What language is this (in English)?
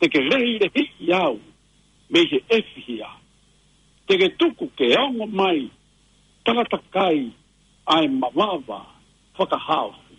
Tongan